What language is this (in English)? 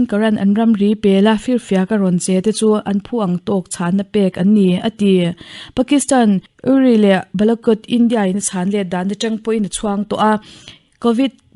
Mizo